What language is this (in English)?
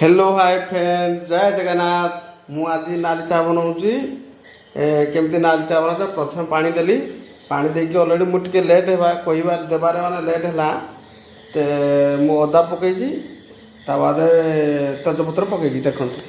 Odia